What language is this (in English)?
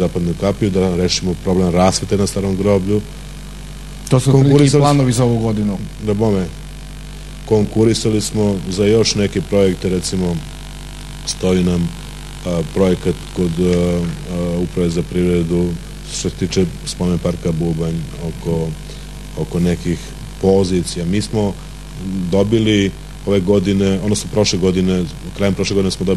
Serbian